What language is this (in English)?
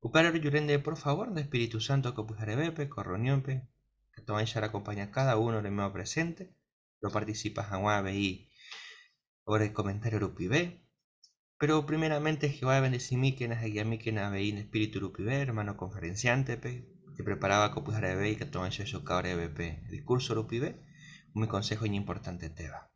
Guarani